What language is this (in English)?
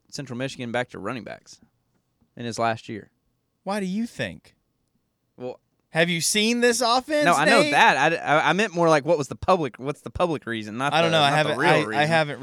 English